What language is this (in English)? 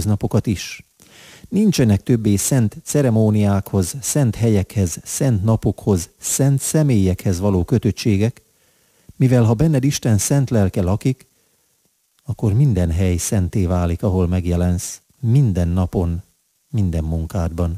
Hungarian